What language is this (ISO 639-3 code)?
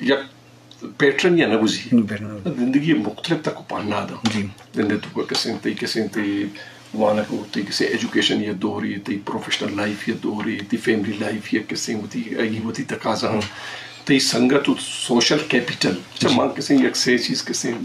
bgp